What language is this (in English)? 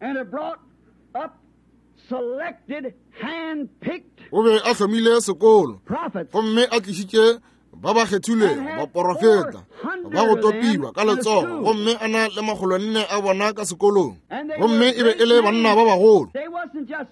Northern Sotho